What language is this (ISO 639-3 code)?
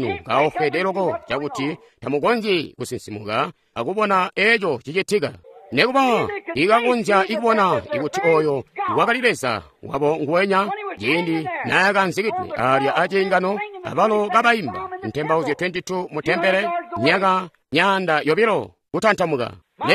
toi